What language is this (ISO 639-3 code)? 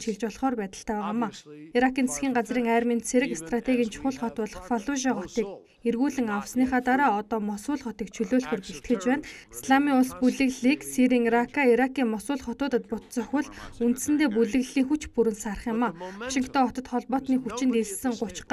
mon